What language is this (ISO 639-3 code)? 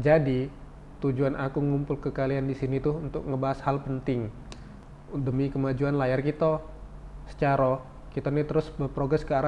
mui